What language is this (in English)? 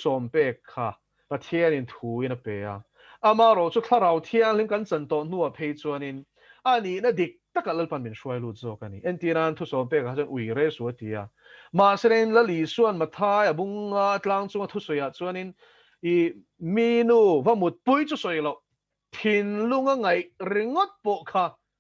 Mizo